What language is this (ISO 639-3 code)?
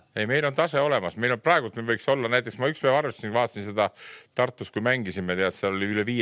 est